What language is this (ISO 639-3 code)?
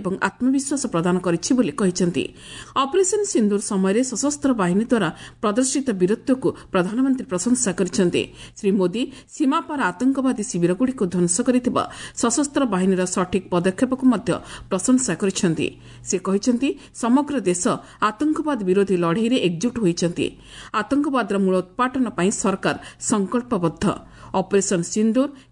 ori